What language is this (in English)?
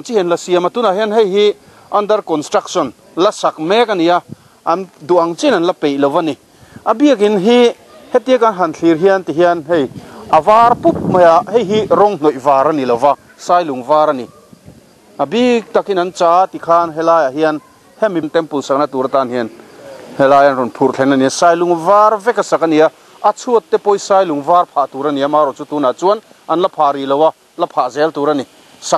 Mizo